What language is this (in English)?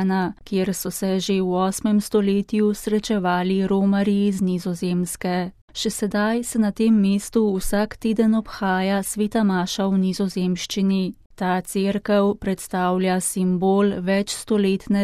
Slovenian